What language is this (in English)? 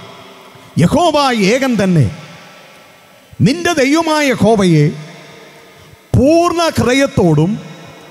Malayalam